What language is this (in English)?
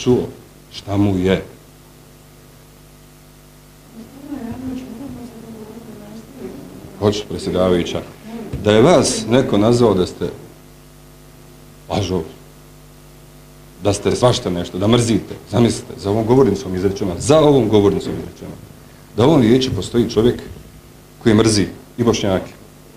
Bosnian